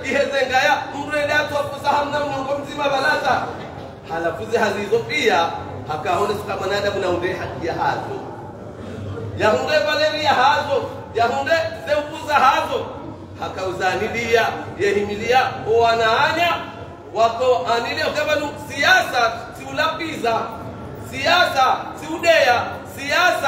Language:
Swahili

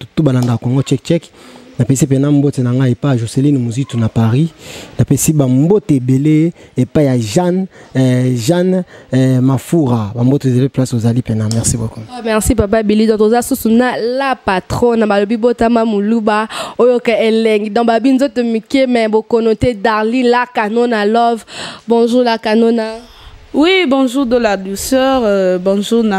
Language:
Lingala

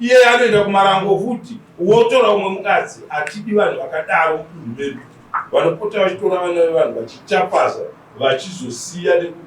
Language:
Shona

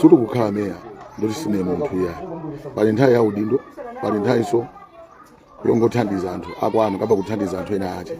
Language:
Nyanja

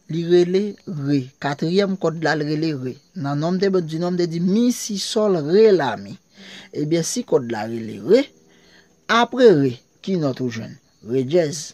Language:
Haitian Creole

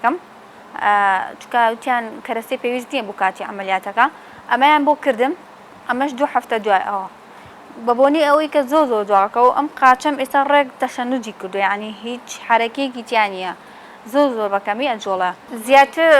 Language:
Central Kurdish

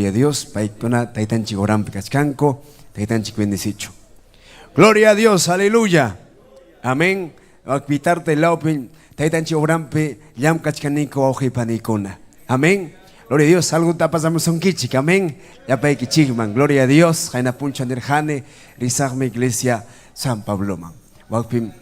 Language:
Ayacucho Quechua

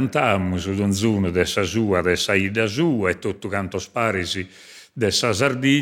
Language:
Sardinian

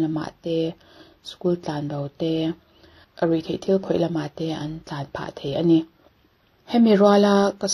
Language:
Mizo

